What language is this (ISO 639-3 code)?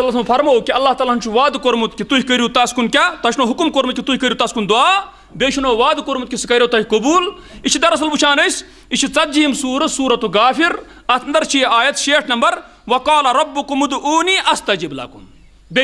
kas